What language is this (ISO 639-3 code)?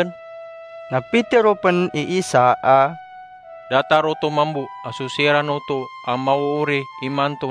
mrw